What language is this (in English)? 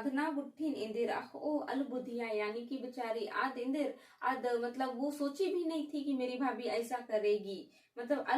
Kurukh